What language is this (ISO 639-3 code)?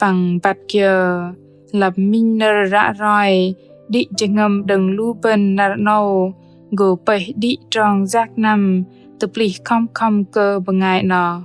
bdq